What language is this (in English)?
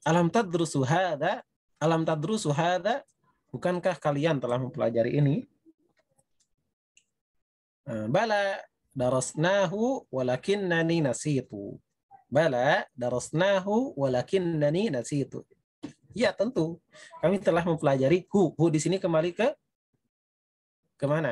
Indonesian